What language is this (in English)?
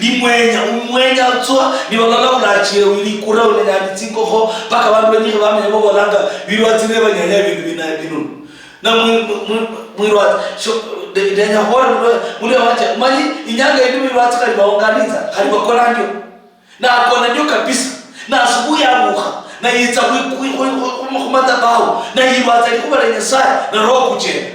Luyia